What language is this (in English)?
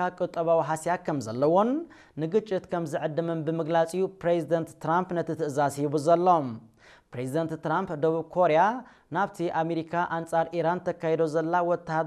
Tigrinya